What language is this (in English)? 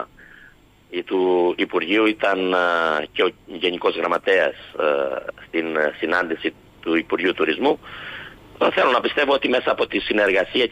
Greek